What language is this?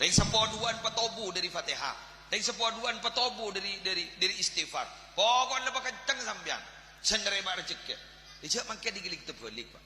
Madurese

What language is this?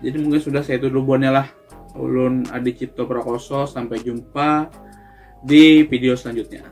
Banjar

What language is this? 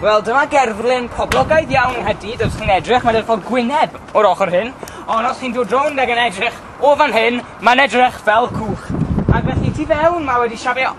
Welsh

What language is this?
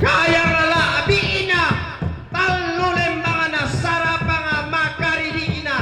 Toraja-Sa'dan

